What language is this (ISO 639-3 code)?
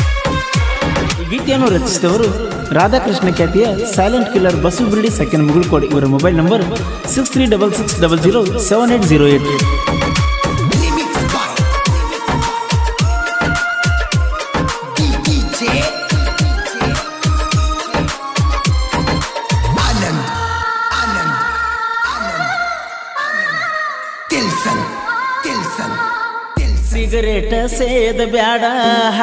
kan